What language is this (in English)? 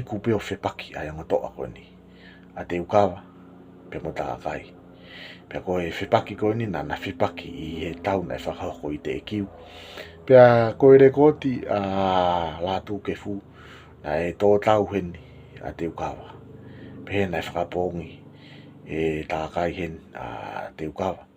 Tongan